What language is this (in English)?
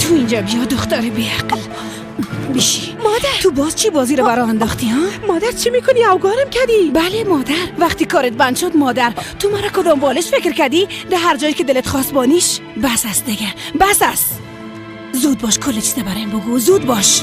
Persian